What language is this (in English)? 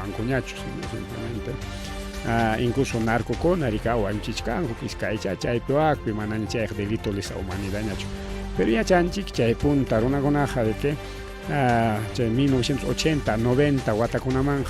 Ayacucho Quechua